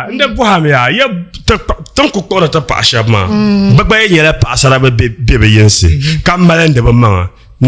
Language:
Dagbani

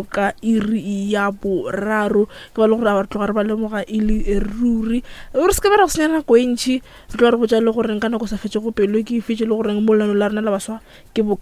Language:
Northern Sotho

